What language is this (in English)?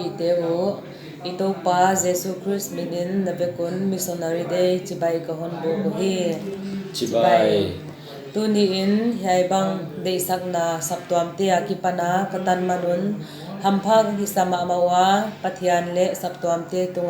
Paite Chin